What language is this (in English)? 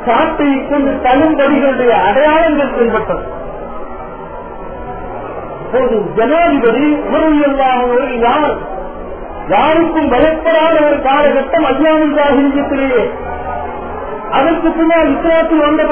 Tamil